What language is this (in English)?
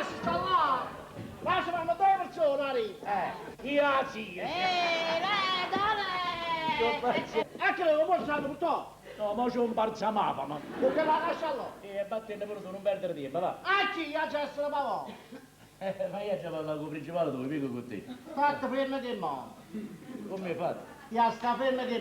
Neapolitan